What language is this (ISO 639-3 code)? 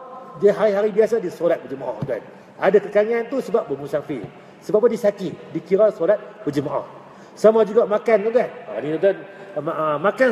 msa